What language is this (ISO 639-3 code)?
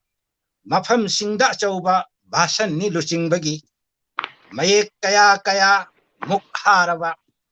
mni